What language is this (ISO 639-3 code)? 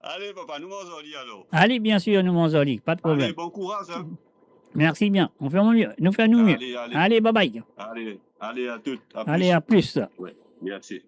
mfe